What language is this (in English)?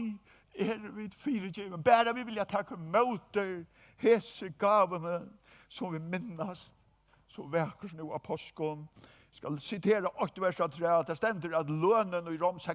Faroese